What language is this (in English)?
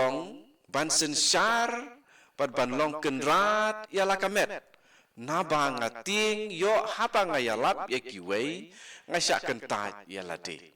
Khasi